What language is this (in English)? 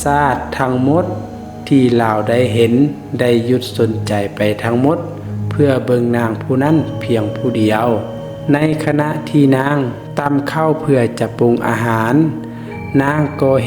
Lao